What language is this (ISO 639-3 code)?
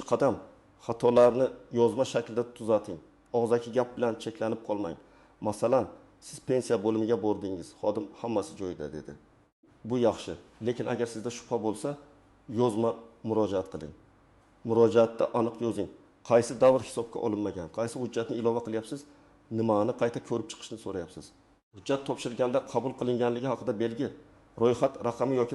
uzb